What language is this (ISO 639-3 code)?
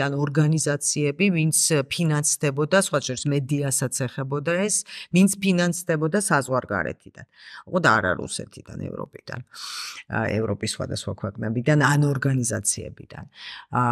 kat